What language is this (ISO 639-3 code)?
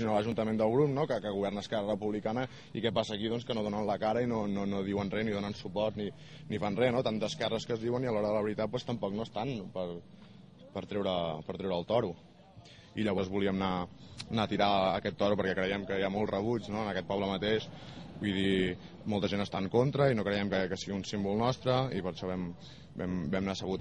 cat